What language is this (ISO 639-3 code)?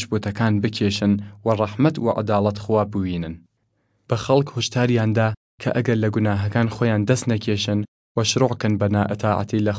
sdh